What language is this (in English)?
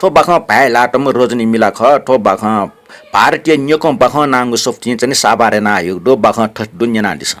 Newari